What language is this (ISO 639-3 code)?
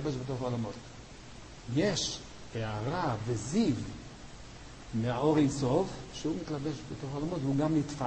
heb